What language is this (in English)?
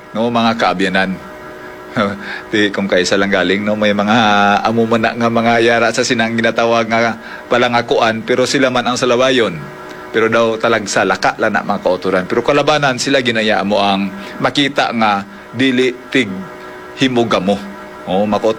Hiligaynon